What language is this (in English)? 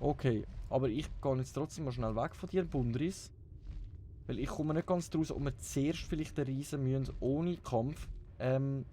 Swiss German